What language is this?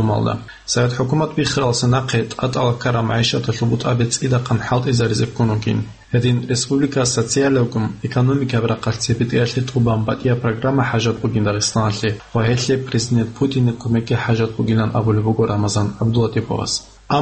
Avaric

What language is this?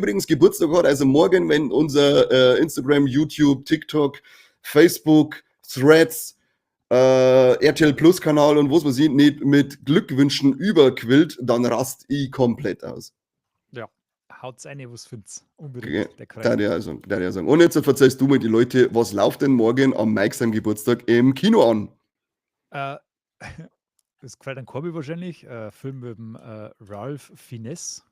Bavarian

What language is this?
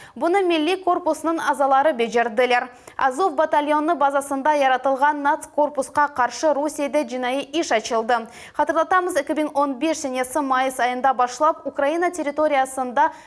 Crimean Tatar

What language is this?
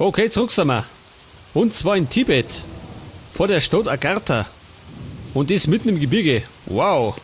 Bavarian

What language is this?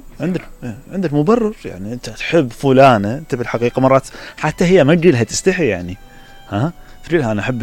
Mesopotamian Arabic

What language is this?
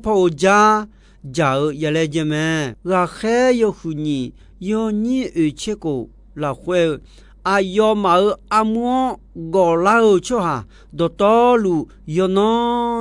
Akha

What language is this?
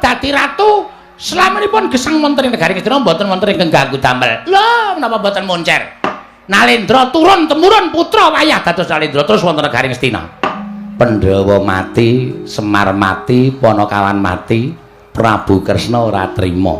Javanese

